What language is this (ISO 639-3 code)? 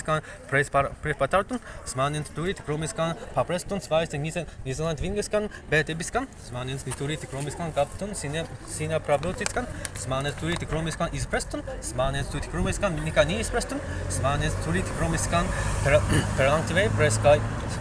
prg